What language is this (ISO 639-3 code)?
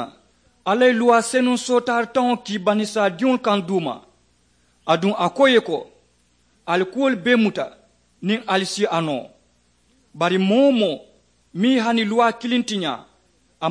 man